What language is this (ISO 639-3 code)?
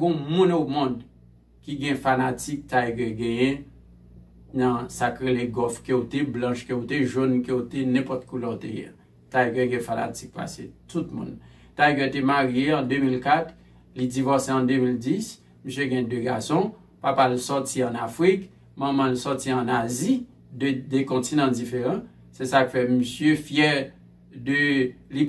hat